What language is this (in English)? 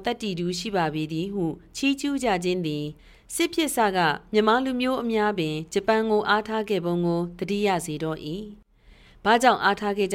Burmese